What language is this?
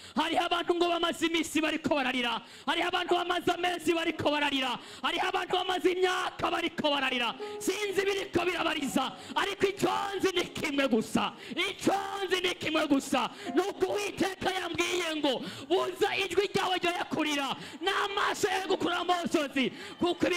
Rundi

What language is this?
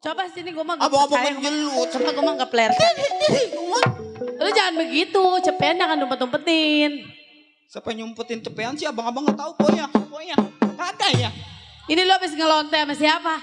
Betawi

